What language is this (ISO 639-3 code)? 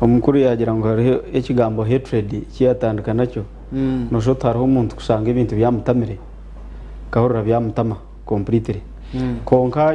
nyn